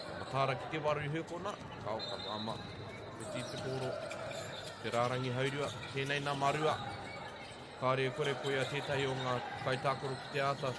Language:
Māori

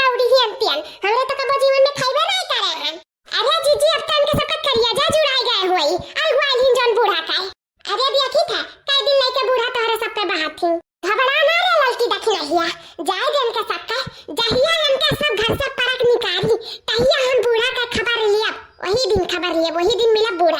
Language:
Awadhi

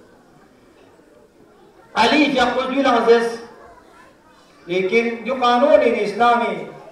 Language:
Urdu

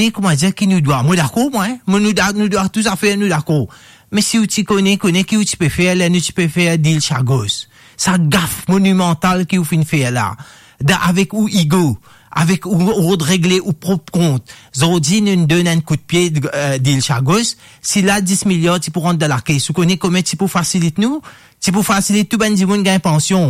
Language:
Morisyen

